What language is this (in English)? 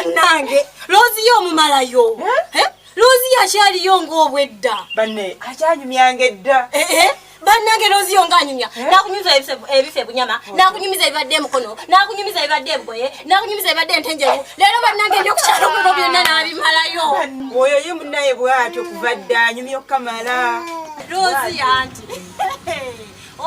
Ganda